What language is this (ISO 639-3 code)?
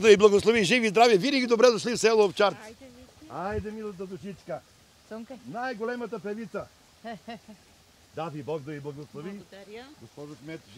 bul